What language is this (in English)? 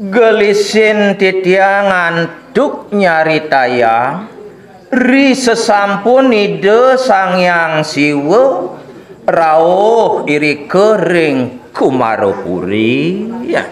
Balinese